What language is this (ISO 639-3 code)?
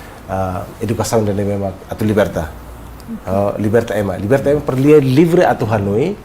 tet